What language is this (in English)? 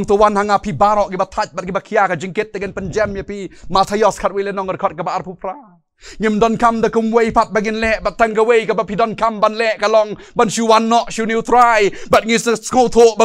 Khasi